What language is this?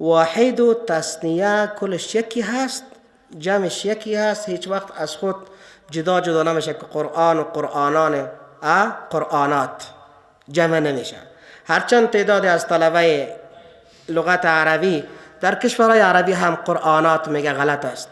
Persian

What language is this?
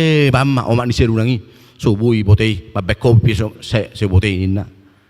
Batak Toba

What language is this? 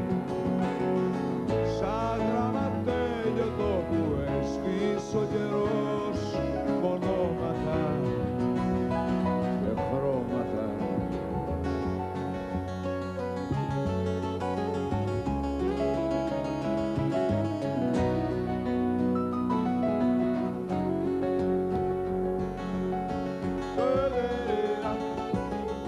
Greek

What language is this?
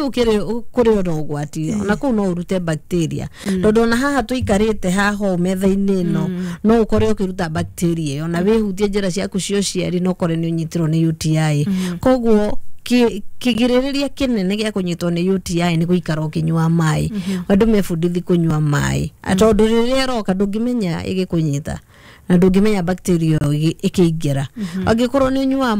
Kikuyu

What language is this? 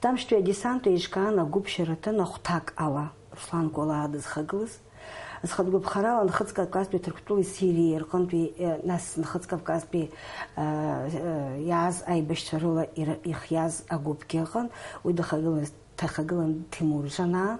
Abkhazian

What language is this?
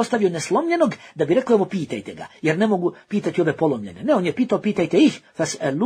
Bosnian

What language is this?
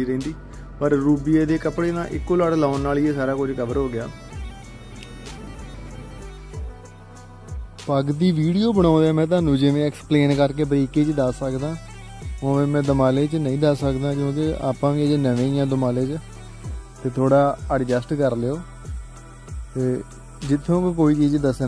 Punjabi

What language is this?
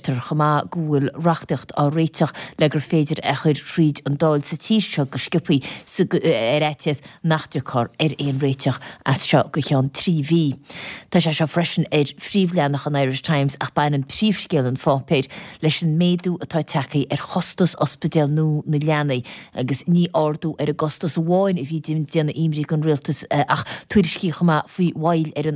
Irish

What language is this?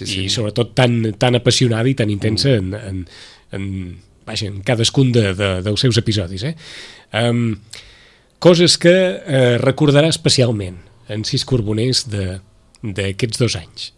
Catalan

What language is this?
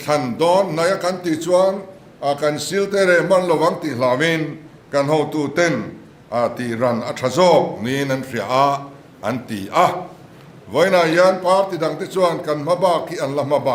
Mizo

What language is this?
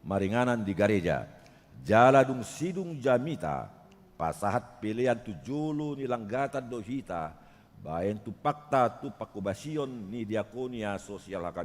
Batak Toba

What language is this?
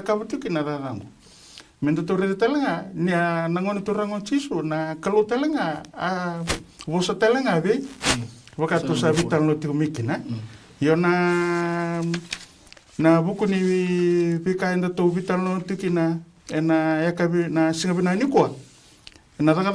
Fijian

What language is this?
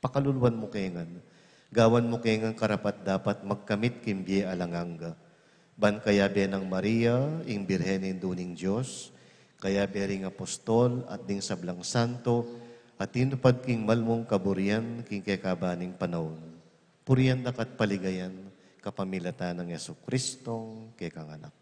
Pampanga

